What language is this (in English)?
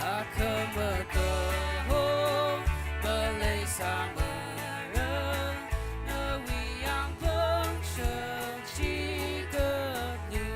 Tangkhul Naga (India)